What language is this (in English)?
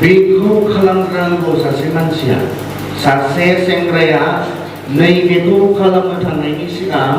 Bodo